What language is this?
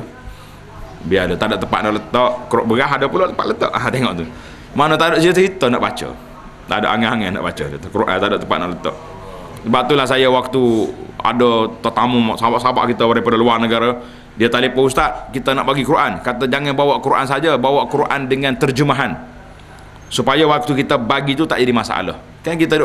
Malay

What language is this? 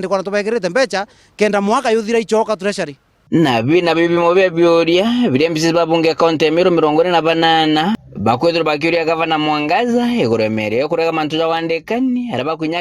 Meru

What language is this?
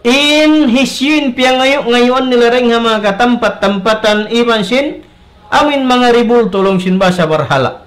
Tausug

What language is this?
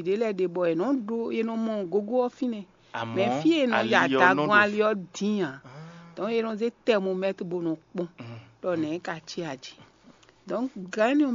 Fon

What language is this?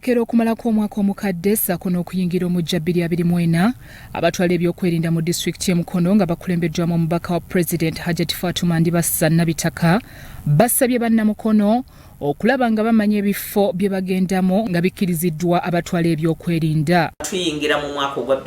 Ganda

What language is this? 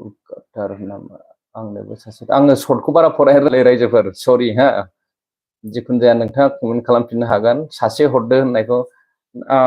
Bodo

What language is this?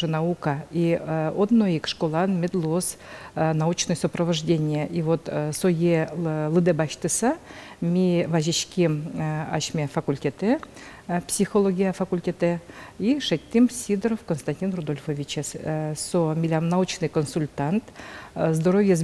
Udmurt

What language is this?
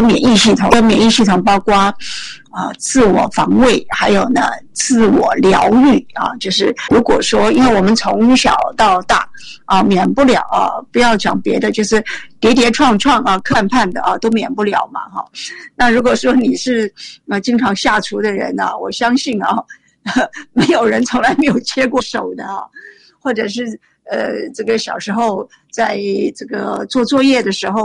Chinese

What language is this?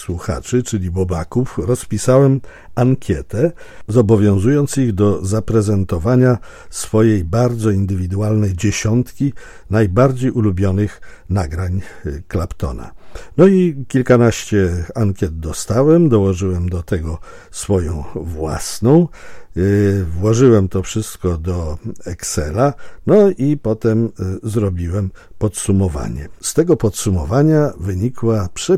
Polish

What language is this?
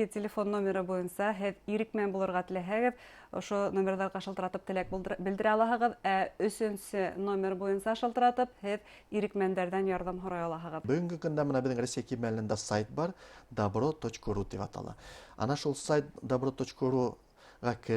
Bashkir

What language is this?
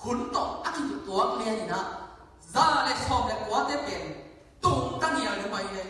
Tedim Chin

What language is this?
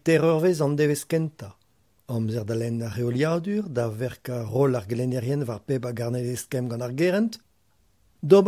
Breton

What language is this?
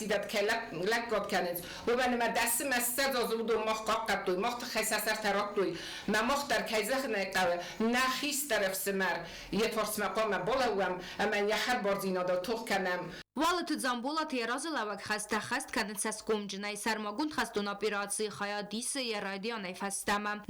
Ossetic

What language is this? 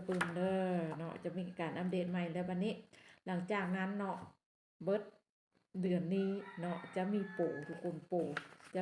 Lao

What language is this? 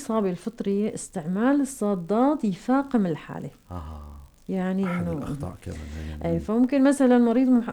North Levantine Arabic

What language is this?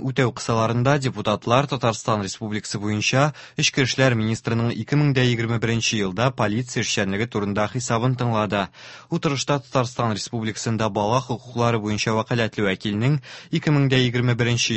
Tatar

